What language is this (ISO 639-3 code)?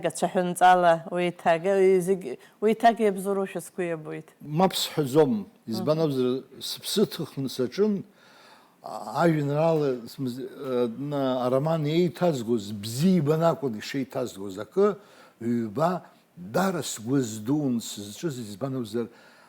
abk